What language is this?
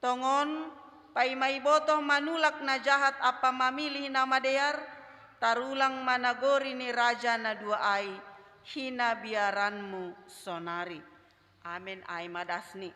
Batak Simalungun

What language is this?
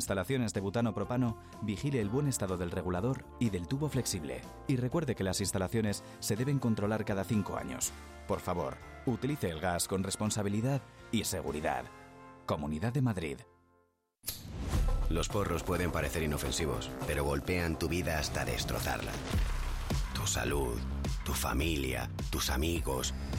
Spanish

